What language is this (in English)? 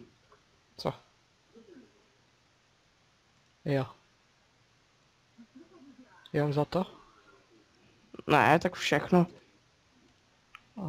Czech